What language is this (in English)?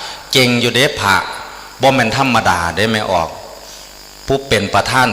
Northeastern Thai